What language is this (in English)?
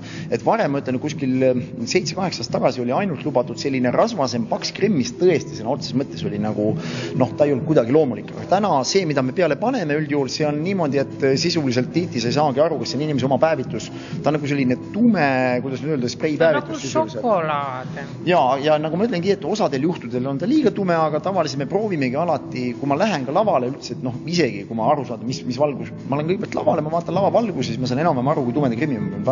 Estonian